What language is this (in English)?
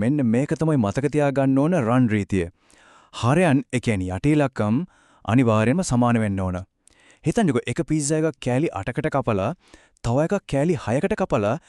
Sinhala